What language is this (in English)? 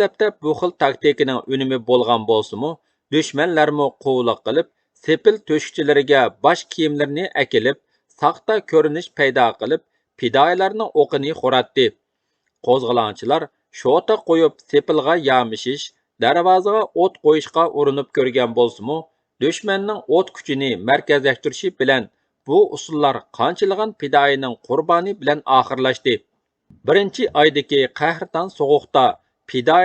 Uyghur